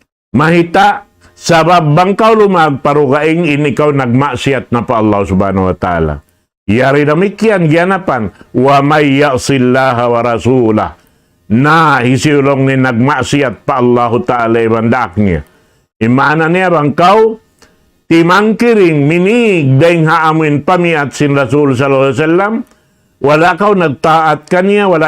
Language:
Tausug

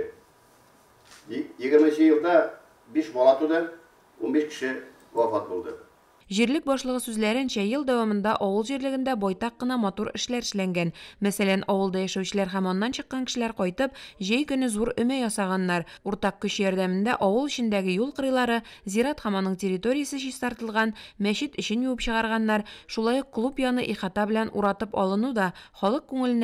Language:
Tatar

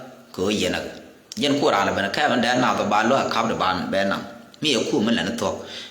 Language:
Nuer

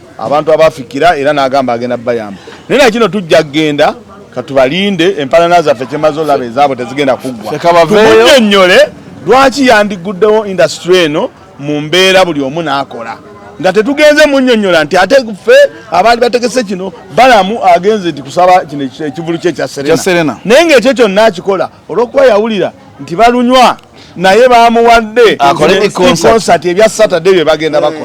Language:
Ganda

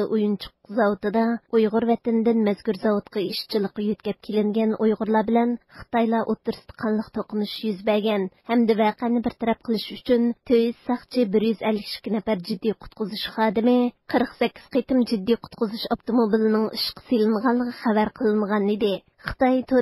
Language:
Uyghur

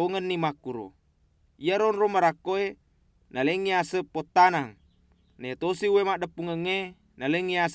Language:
Buginese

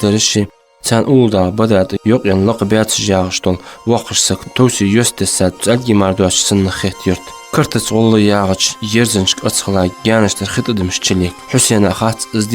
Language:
Ingush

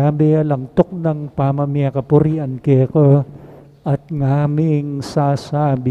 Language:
Pampanga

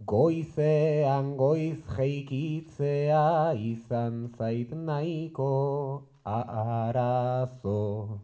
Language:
Basque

